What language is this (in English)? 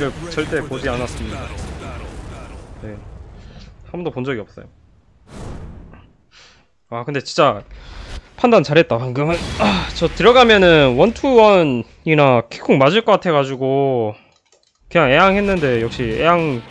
Korean